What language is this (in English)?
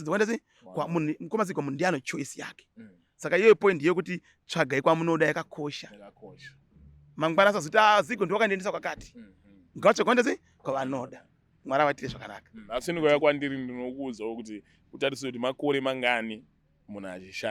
Shona